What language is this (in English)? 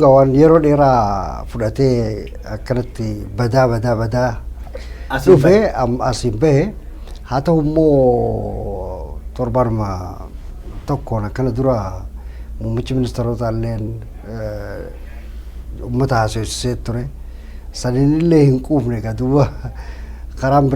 Oromo